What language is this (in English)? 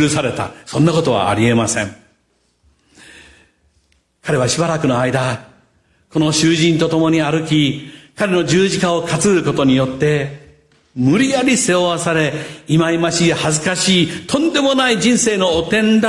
Japanese